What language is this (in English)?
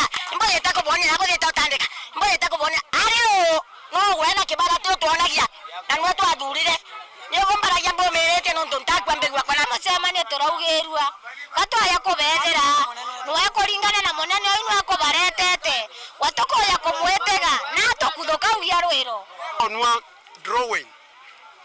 Meru